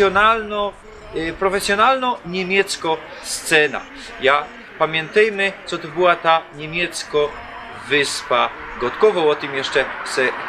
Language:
Silesian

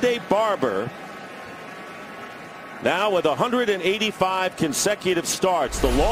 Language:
English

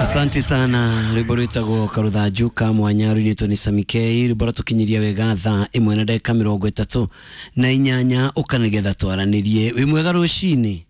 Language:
Kikuyu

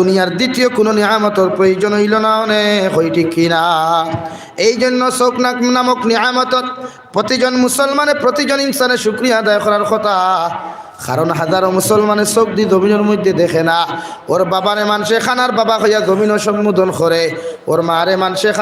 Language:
Sylheti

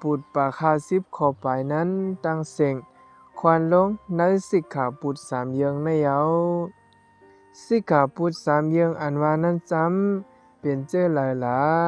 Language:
Shan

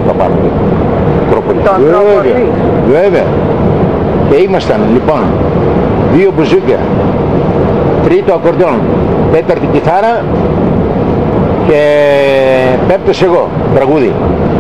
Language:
Greek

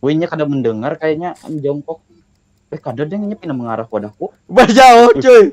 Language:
Banjar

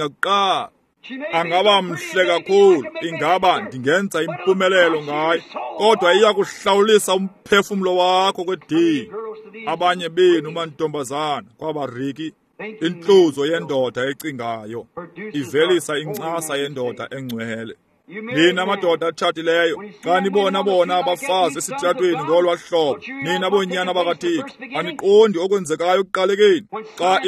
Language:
Xhosa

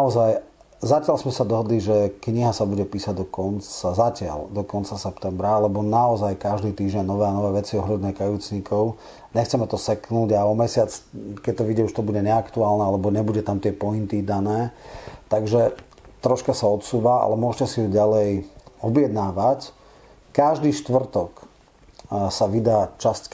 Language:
Slovak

